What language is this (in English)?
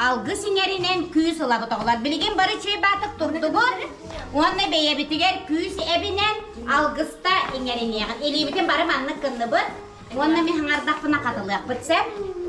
Yakut